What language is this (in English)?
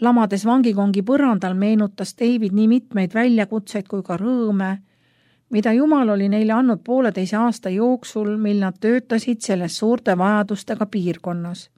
Estonian